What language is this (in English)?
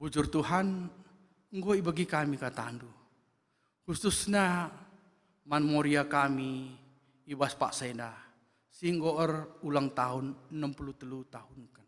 Batak Karo